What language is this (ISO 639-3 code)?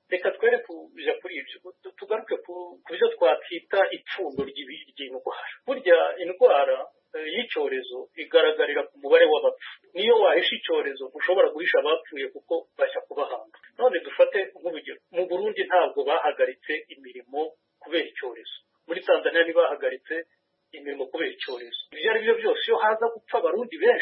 kin